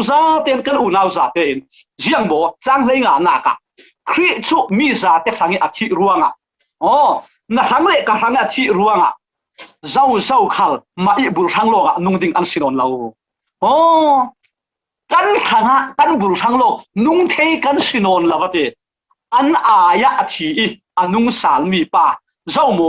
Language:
Falam Chin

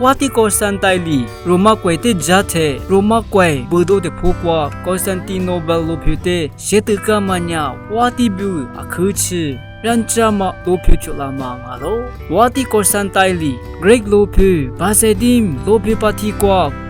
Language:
Lisu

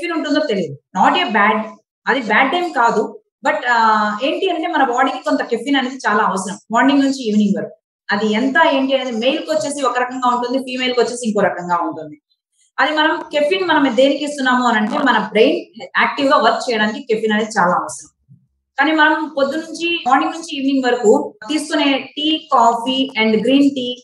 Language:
Telugu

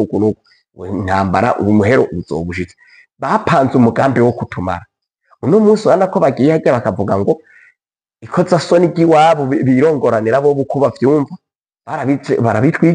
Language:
Rundi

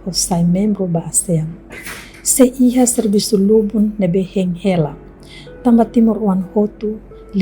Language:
Tetum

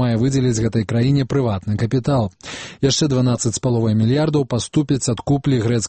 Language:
Belarusian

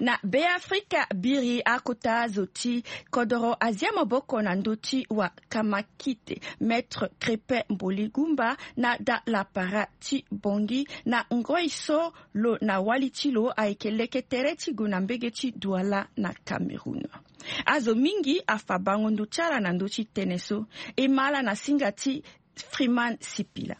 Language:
Sango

